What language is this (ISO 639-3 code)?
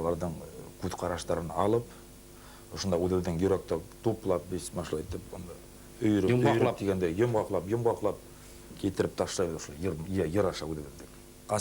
bak